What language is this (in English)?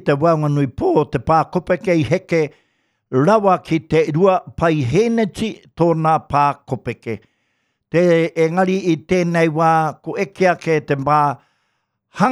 Māori